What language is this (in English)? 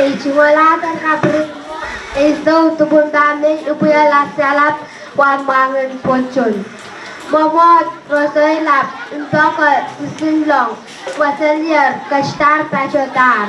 Pohnpeian